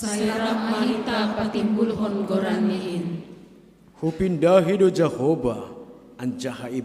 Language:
Batak Simalungun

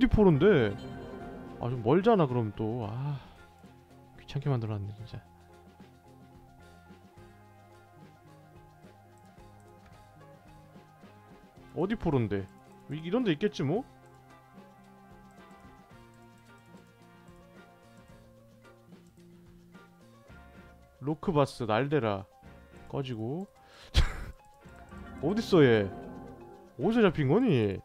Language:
Korean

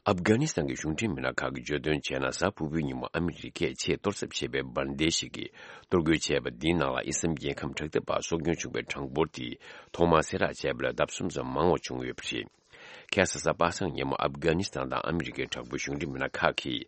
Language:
Tibetan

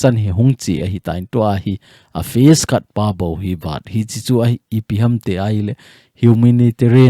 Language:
Thado Chin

